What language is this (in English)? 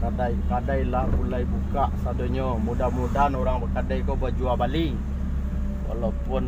Minangkabau